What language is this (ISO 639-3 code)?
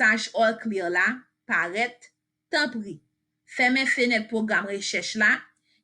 hat